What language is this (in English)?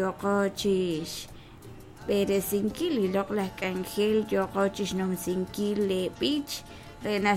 Kekchí